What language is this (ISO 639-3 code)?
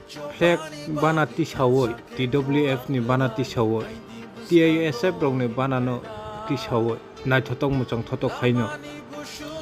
trp